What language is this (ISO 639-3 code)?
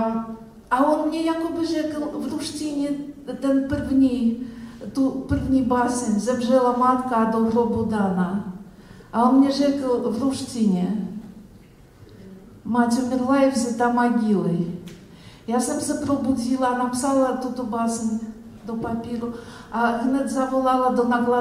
ces